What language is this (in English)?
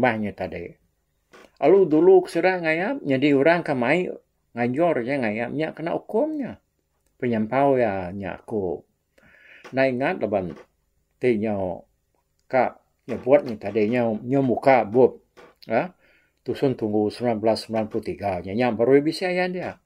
Iban